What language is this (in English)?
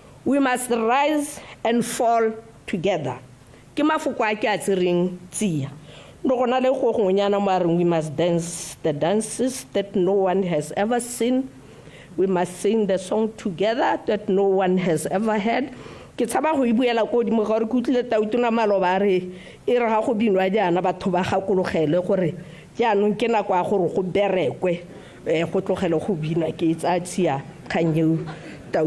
Tswana